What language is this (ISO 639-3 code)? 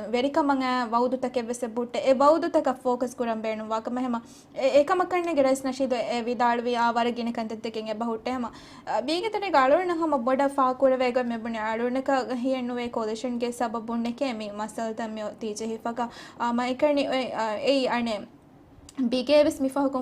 div